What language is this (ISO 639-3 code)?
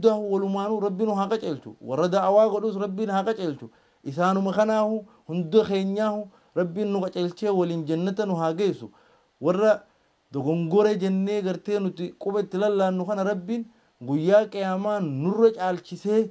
orm